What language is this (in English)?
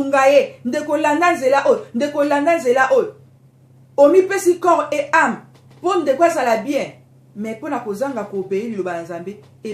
Lingala